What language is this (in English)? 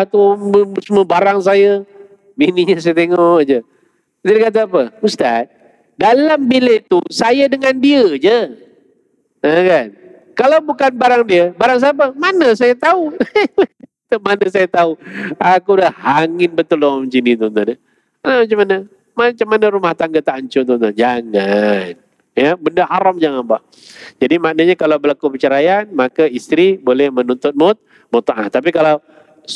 Malay